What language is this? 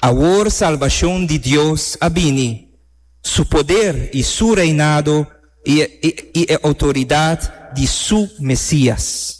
Papiamento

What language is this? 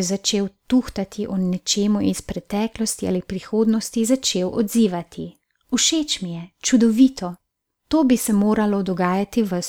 Slovenian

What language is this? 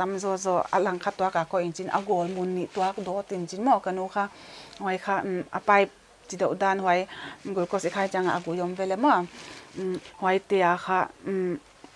Paite Chin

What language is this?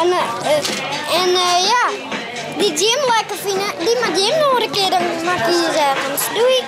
Western Frisian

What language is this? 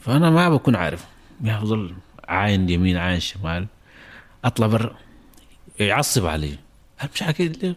North Levantine Arabic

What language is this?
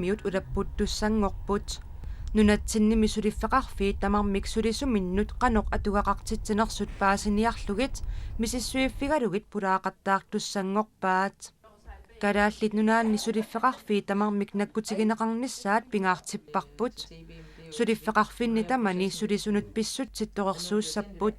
Kalaallisut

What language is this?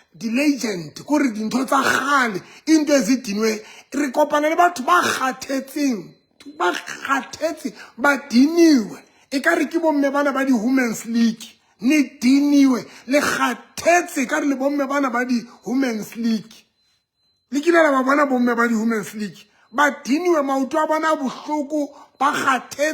Southern Sotho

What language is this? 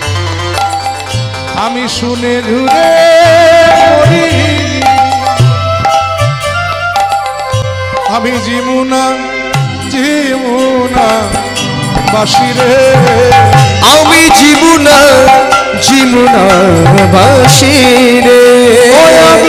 Bangla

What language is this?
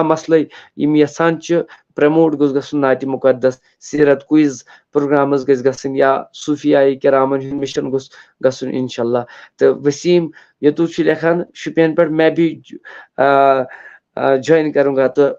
Kashmiri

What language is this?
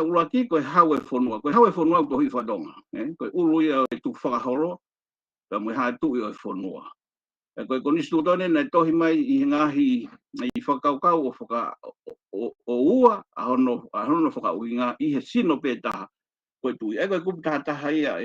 Tongan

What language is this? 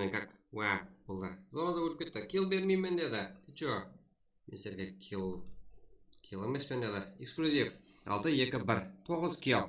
Kara-Kalpak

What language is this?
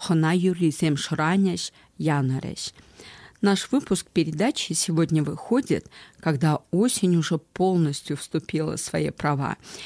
Chuvash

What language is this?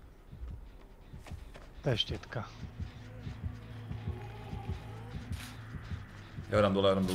Slovak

